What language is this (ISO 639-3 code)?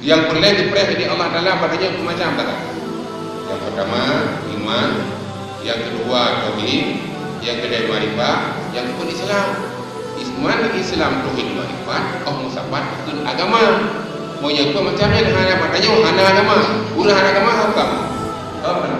ace